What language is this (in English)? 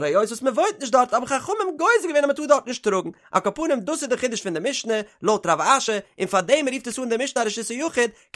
Yiddish